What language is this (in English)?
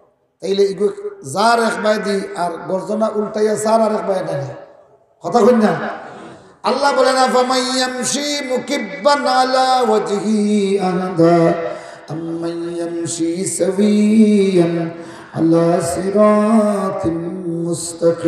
Sylheti